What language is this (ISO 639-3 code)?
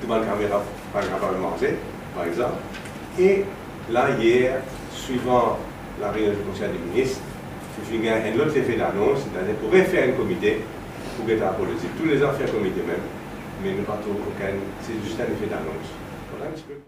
mfe